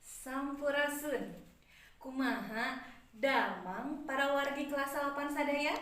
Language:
Sundanese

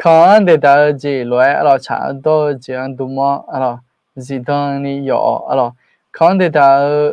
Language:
Akha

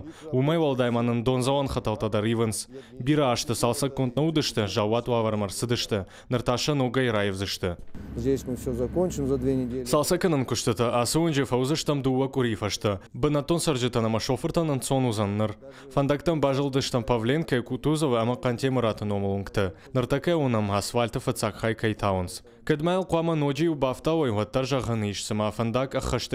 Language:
Ossetic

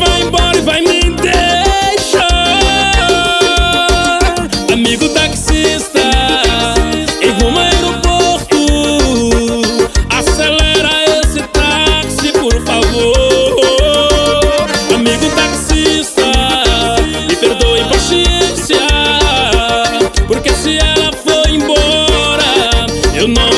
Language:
Portuguese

